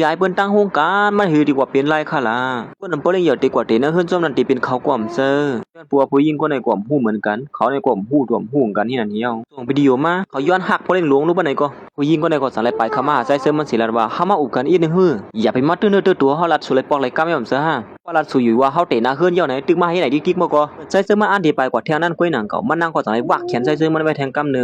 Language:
Shan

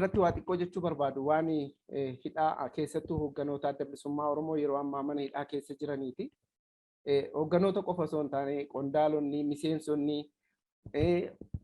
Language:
Oromo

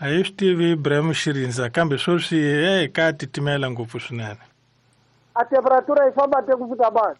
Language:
Tsonga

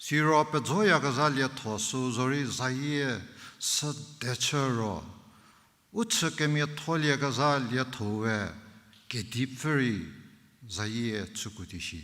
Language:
Angami Naga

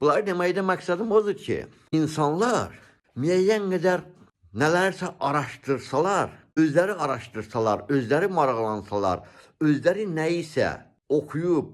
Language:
Azerbaijani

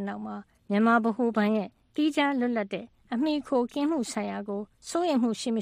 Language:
Burmese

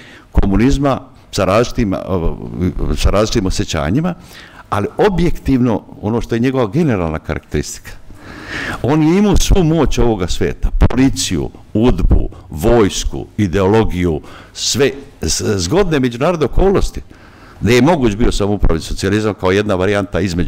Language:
Serbian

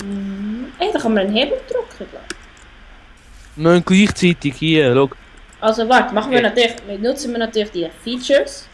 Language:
Swiss German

